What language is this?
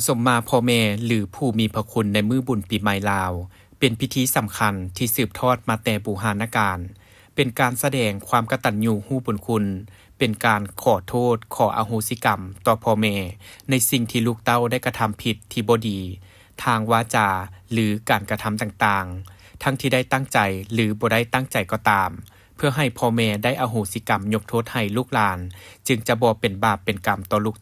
Lao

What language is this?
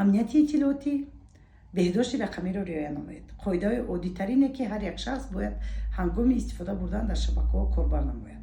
Tajik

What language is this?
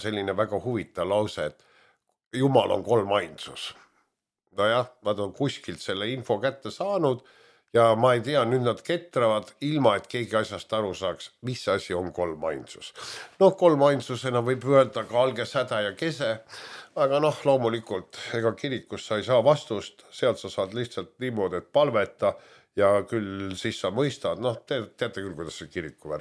Estonian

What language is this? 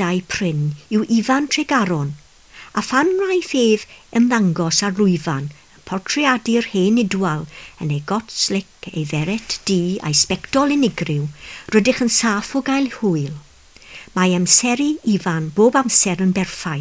Welsh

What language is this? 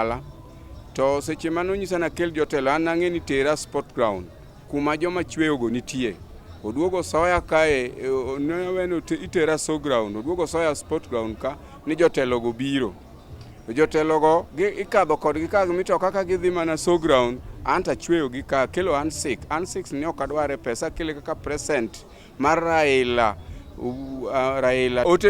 Luo (Kenya and Tanzania)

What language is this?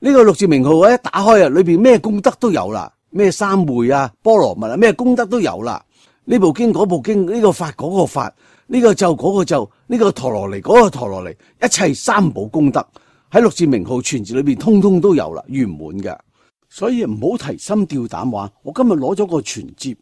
Cantonese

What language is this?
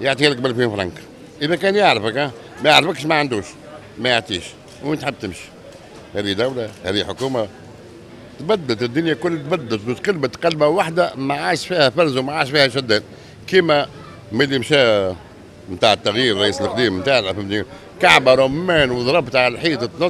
Tunisian Arabic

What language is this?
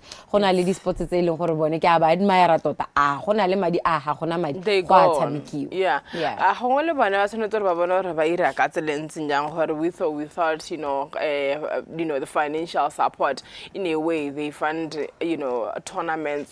Tswana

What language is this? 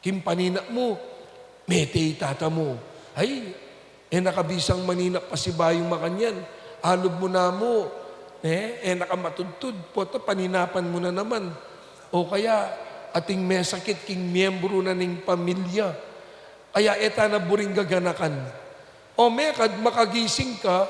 Pampanga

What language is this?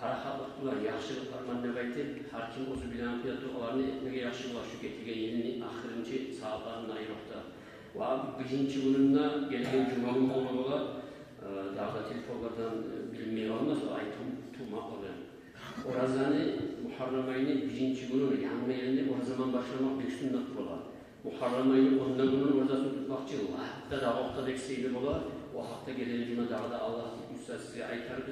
Kumyk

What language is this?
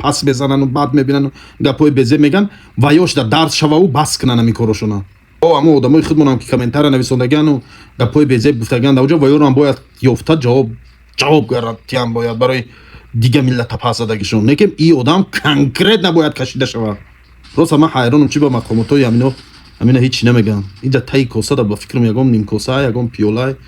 Tajik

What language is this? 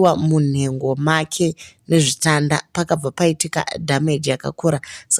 Shona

